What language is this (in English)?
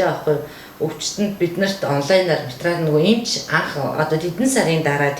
Mongolian